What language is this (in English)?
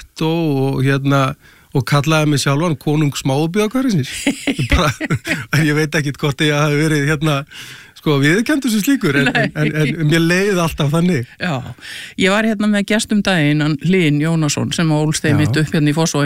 Icelandic